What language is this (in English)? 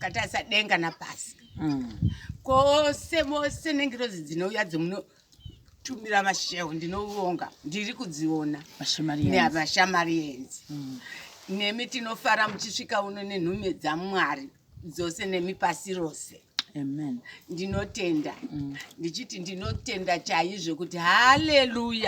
Shona